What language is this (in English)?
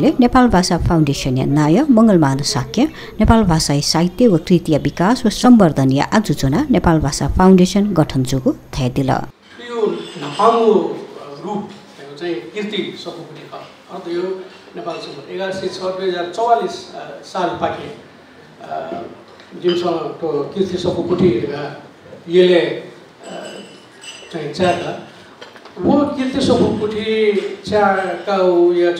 Newari